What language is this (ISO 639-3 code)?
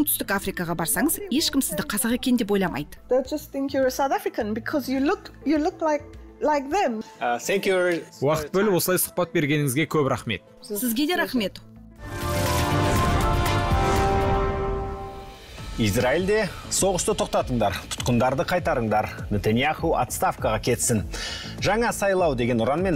kaz